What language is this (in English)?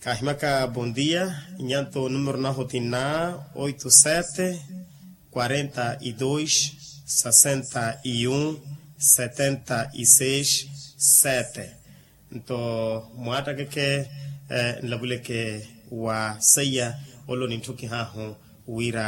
Makhuwa